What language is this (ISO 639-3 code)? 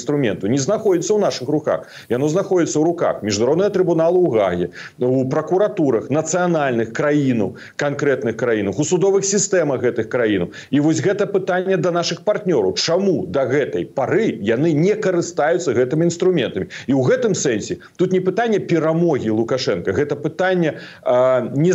bel